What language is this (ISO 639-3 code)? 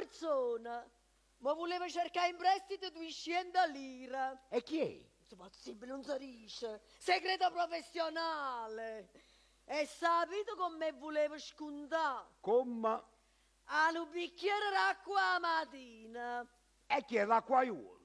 nap